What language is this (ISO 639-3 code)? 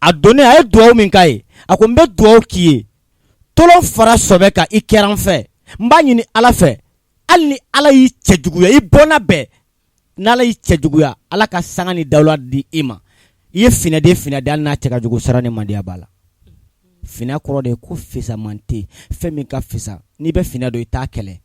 bam